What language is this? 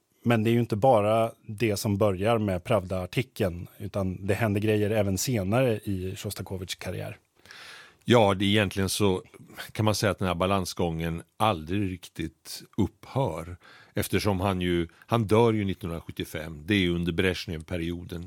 Swedish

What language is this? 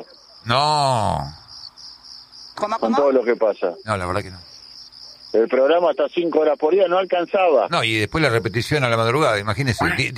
Spanish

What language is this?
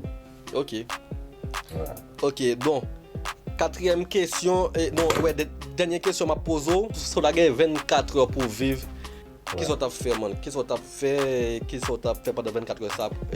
Haitian Creole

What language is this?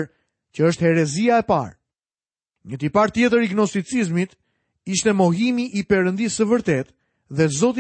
Albanian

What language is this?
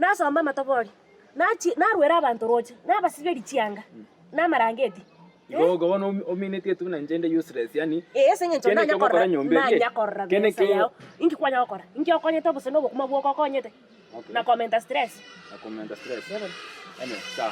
Gusii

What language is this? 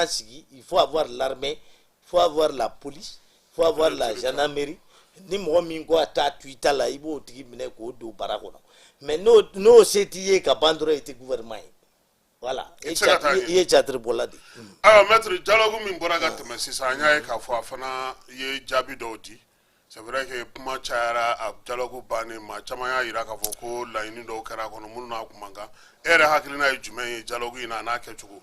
Bambara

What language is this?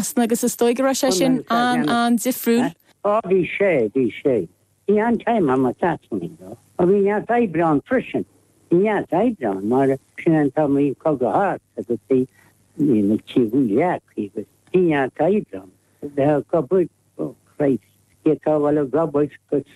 Irish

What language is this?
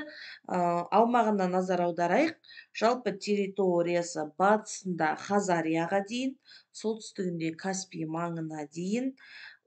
Kazakh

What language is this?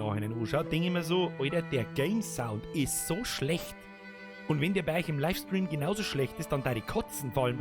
Bavarian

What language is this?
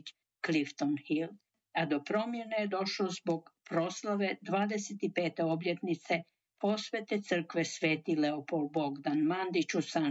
Croatian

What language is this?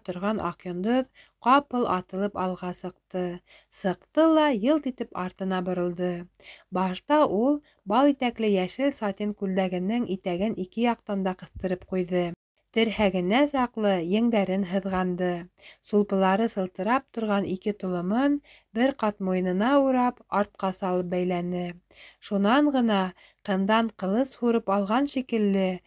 Bashkir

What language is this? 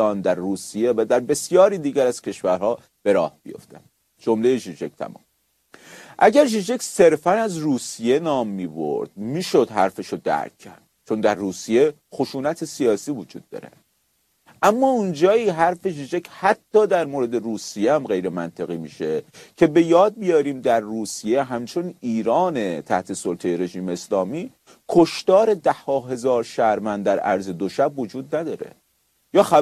Persian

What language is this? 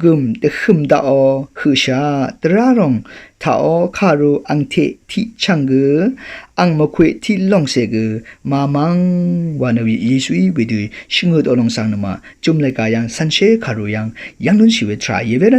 Rawang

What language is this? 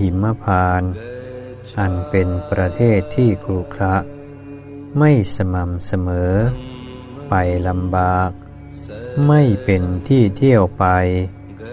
Thai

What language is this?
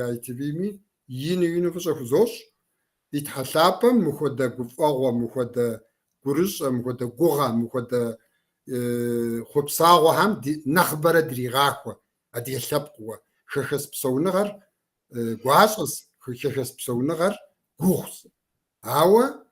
Kabardian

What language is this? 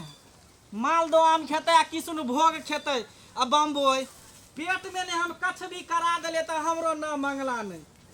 Maithili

